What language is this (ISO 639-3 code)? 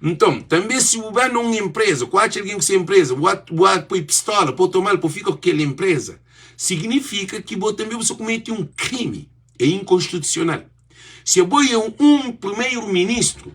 kea